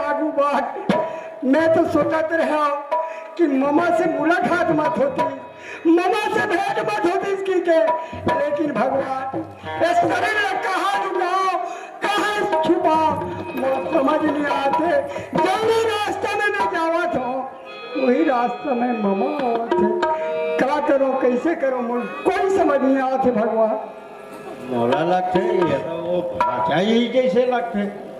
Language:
Chhattisgarhi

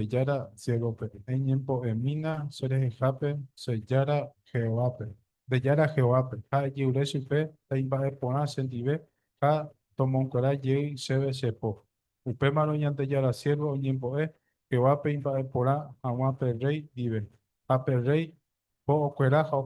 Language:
Guarani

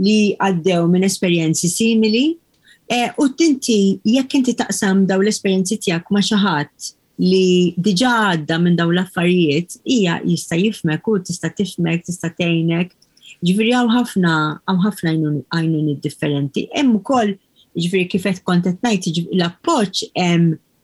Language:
Maltese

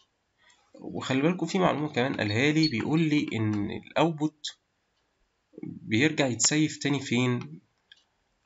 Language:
Egyptian Arabic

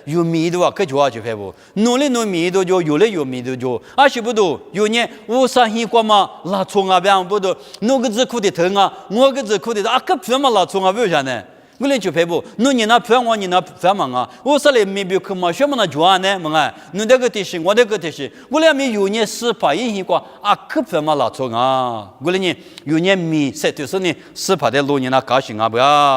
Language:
Lisu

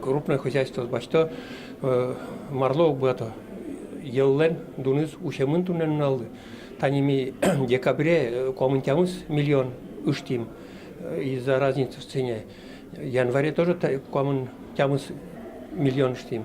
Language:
Udmurt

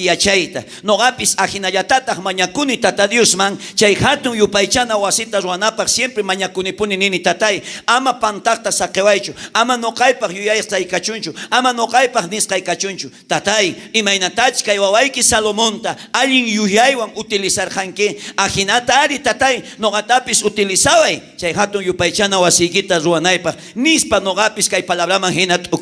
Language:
South Bolivian Quechua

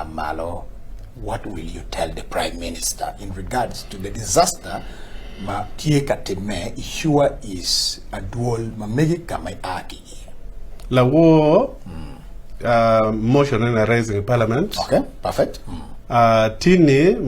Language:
Acoli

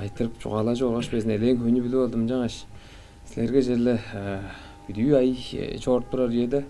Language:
Tuvinian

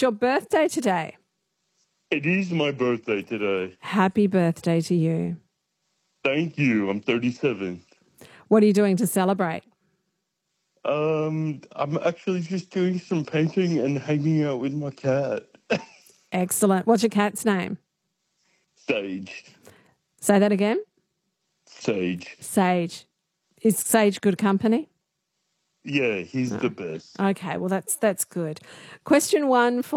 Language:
English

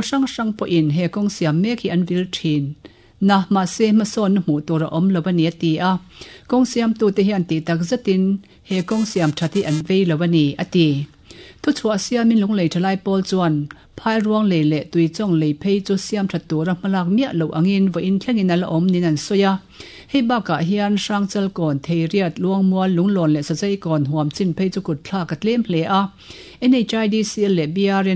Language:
Mizo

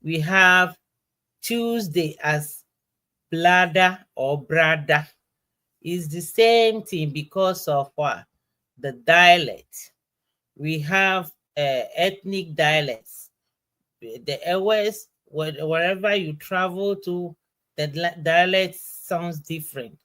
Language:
Ewe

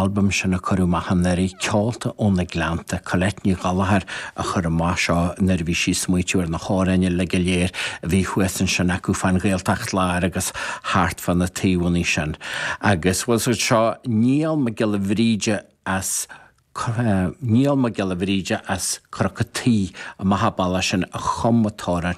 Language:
Irish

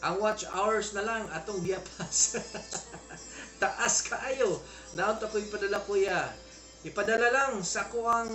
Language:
Cebuano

